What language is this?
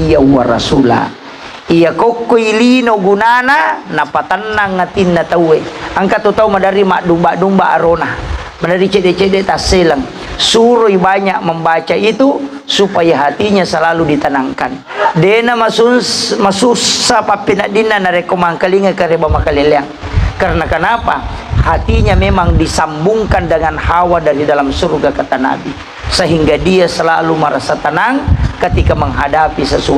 Buginese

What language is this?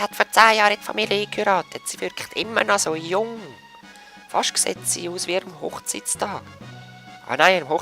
Swiss German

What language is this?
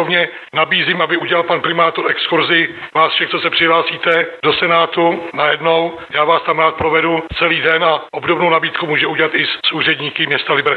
Czech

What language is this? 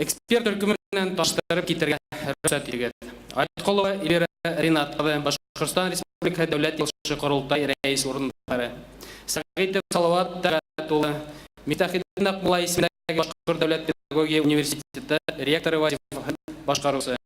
Bashkir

